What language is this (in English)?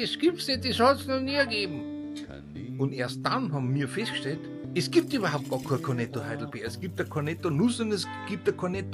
Bavarian